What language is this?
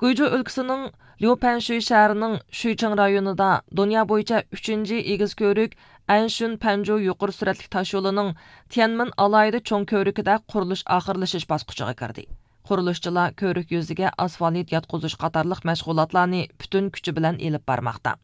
Uyghur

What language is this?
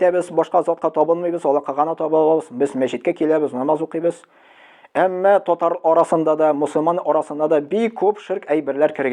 Tatar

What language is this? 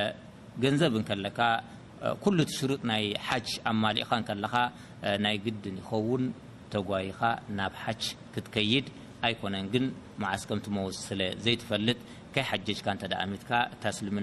Tigrinya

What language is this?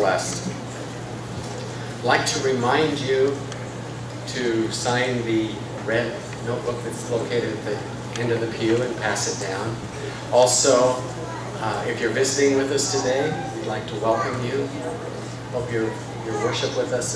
English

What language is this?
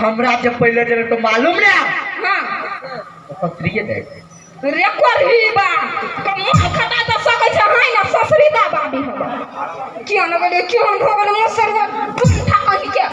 Maithili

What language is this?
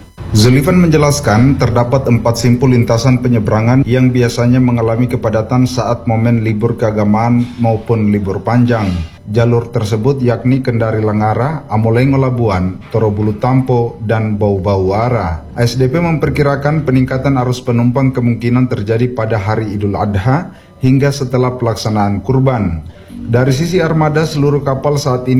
Indonesian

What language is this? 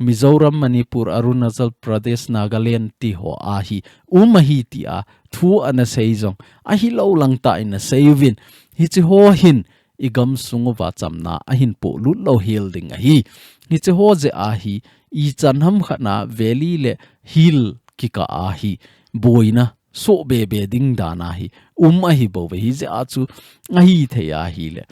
Thado Chin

